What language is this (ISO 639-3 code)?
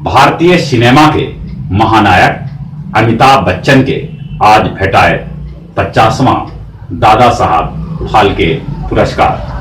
mag